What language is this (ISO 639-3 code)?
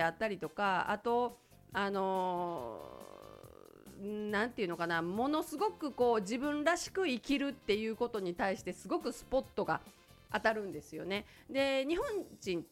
jpn